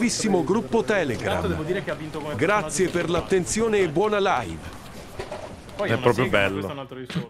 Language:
Italian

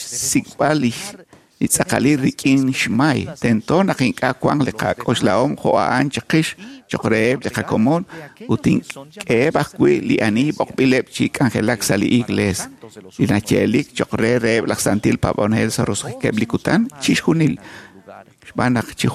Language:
Kekchí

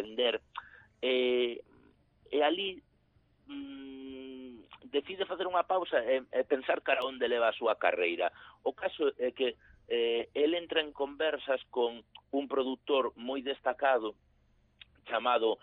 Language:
Galician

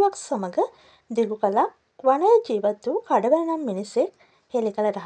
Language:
Sinhala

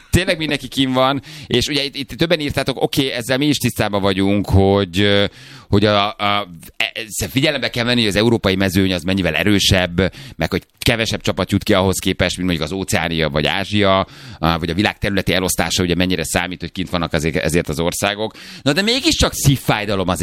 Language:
Hungarian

